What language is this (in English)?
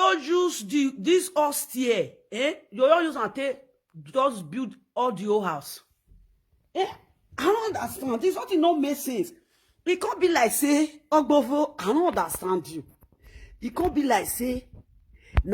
Nigerian Pidgin